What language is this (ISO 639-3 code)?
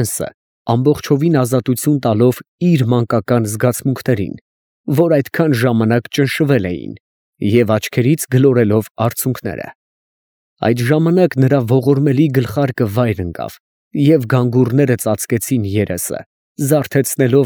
hye